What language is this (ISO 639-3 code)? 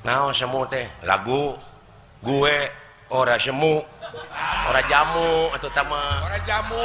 sun